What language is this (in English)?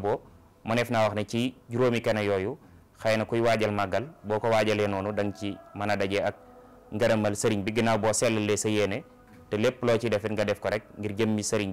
Wolof